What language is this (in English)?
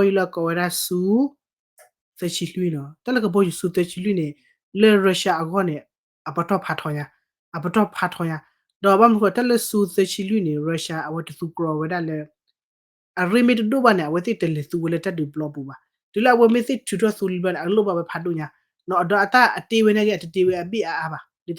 S'gaw Karen